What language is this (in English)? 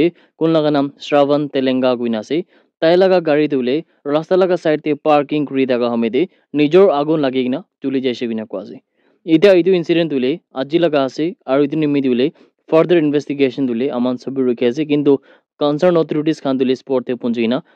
Naga Pidgin